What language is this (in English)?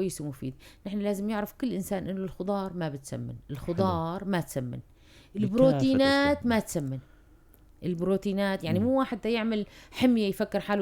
North Levantine Arabic